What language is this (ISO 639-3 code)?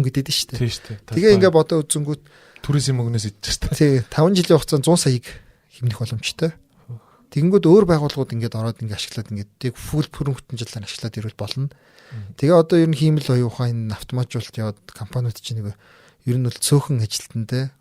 mon